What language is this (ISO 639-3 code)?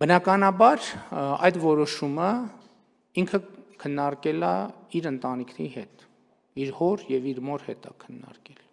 hye